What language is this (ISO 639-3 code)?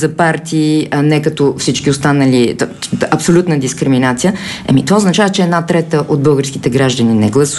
bul